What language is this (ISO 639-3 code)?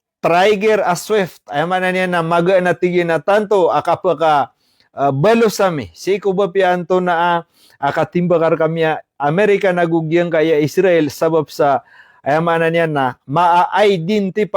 mrw